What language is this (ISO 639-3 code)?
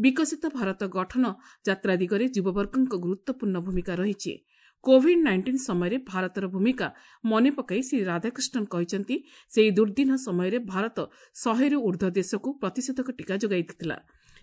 ori